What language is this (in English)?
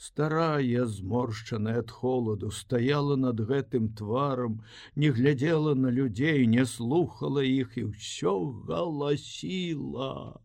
Belarusian